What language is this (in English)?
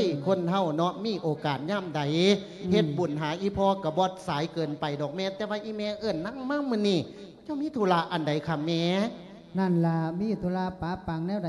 Lao